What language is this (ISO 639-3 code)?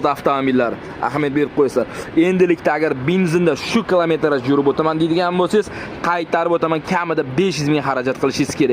uzb